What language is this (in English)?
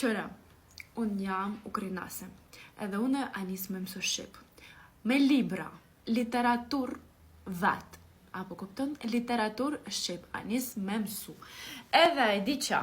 Albanian